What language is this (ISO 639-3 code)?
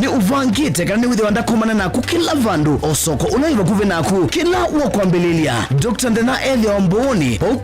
kam